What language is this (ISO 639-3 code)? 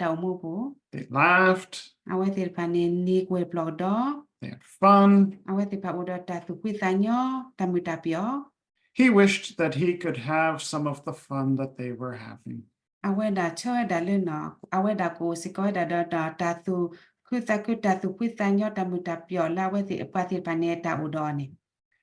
ksw